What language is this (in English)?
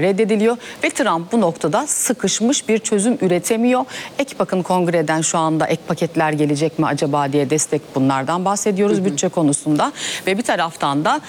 Turkish